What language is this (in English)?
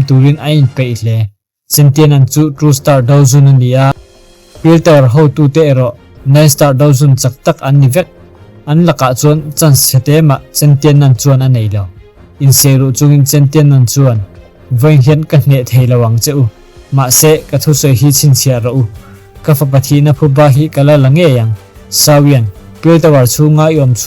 Mizo